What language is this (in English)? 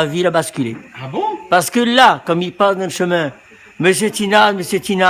Réunion Creole French